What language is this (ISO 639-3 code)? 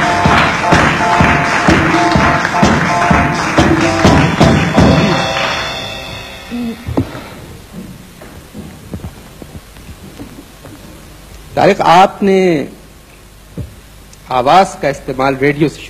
urd